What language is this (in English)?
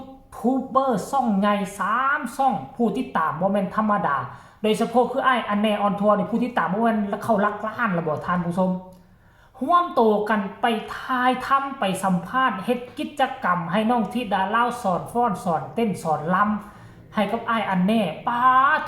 Northeastern Thai